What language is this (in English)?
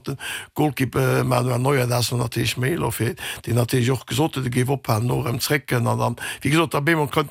Luxembourgish